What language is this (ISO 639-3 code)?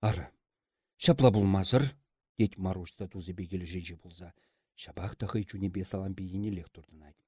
chv